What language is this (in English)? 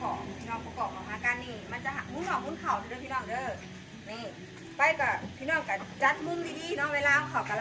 Northeastern Thai